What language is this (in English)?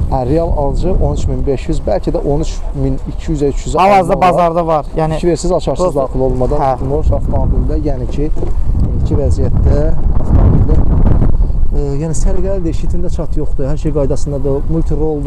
Azerbaijani